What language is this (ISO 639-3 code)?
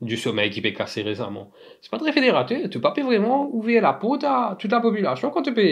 mfe